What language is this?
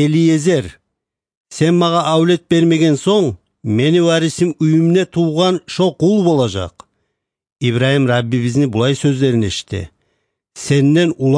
Kumyk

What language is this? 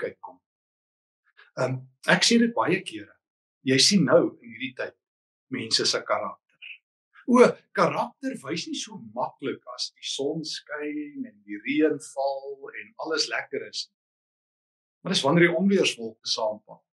Afrikaans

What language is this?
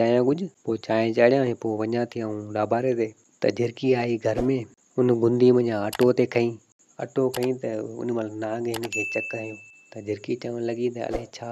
Sindhi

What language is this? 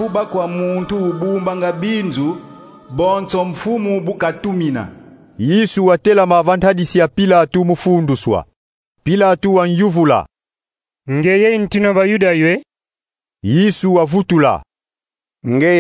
Kongo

